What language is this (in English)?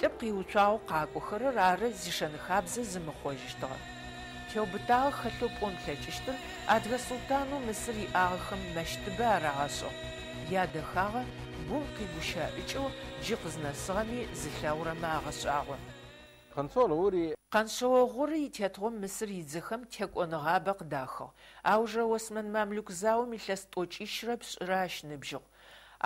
Adyghe